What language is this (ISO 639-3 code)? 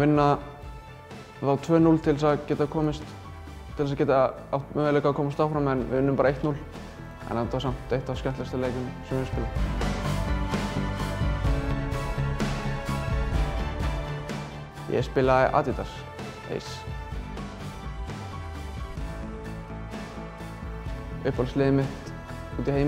isl